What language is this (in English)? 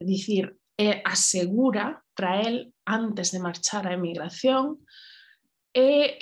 Galician